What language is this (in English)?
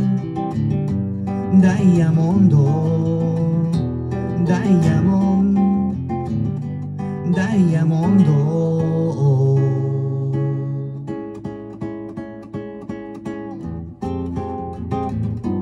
Japanese